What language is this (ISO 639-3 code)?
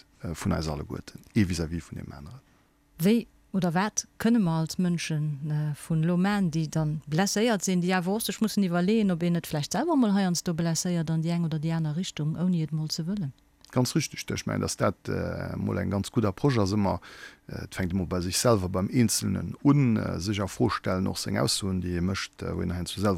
ltz